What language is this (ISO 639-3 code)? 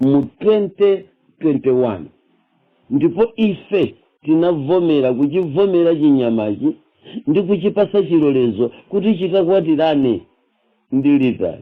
nya